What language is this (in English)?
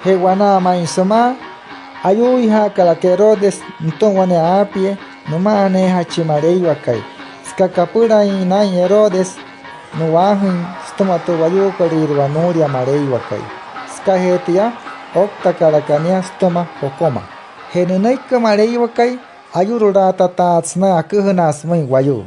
Wayuu